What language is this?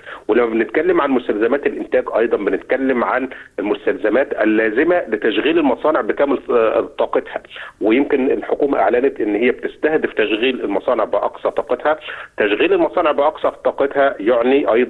Egyptian Arabic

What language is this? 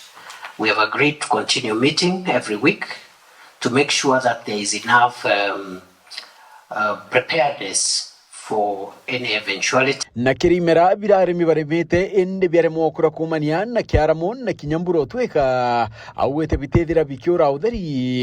Meru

